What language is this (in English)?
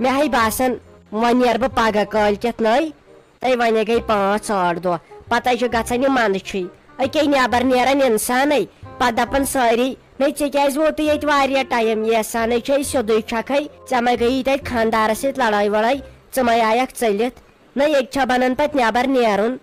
Kashmiri